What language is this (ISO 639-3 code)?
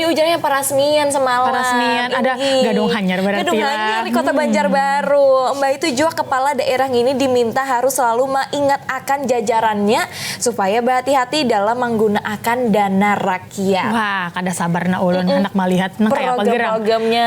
bjn